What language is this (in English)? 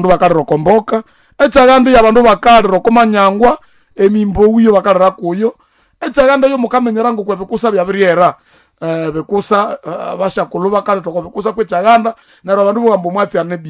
Nande